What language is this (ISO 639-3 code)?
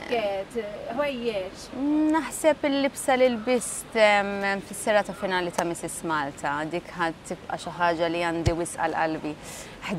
mlt